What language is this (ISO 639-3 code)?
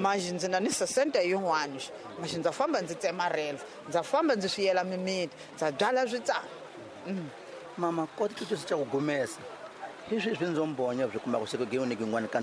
tso